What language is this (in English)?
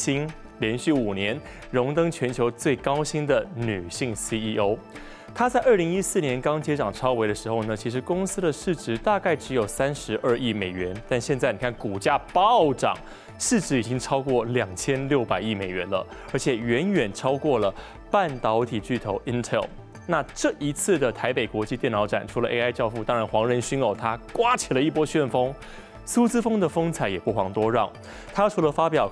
Chinese